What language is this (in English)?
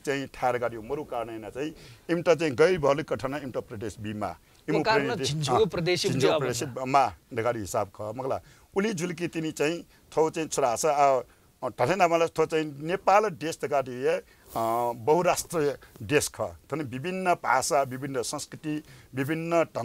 Newari